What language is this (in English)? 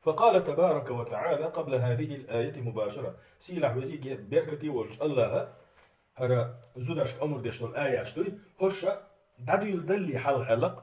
Chechen